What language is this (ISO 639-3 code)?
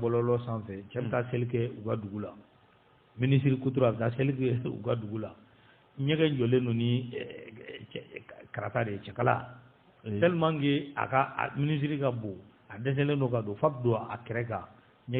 bam